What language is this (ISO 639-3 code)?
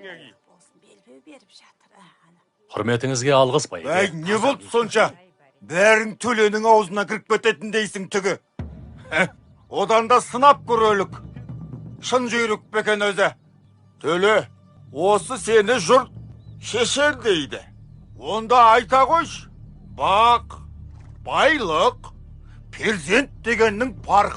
kaz